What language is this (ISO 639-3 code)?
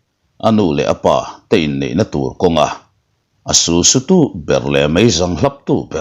lus